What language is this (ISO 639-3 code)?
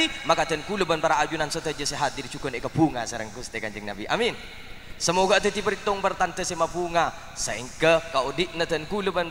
mad